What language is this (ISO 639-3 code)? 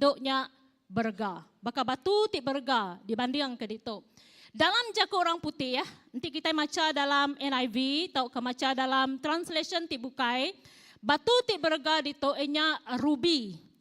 iba